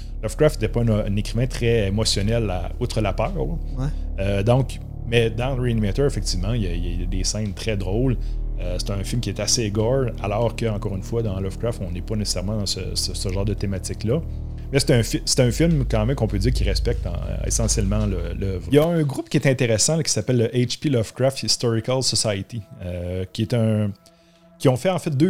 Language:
French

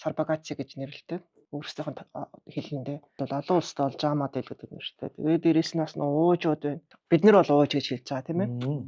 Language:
Mongolian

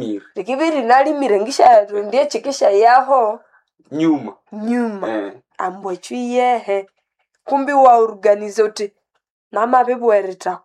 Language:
Nande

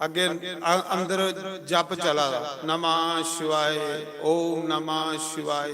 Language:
Dogri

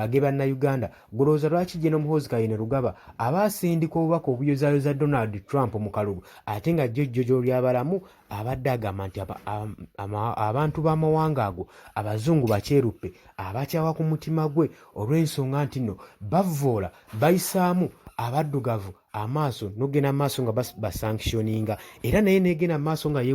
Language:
Ganda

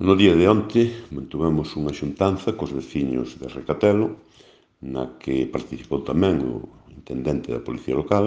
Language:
Galician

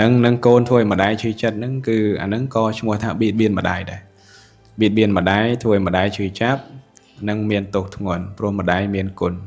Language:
Khmer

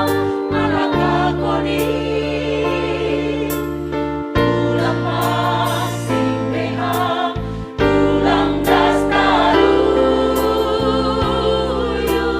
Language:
Batak Simalungun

